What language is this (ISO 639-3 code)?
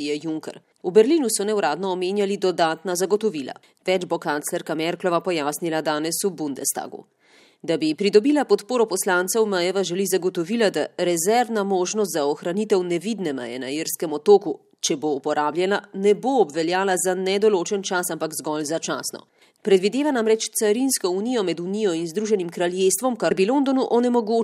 slv